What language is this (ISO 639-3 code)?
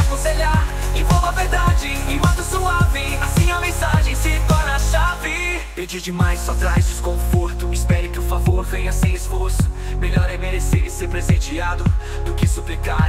por